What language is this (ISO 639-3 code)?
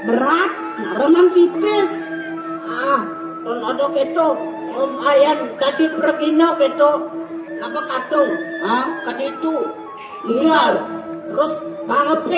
ban